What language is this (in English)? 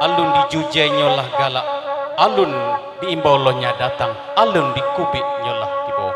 Minangkabau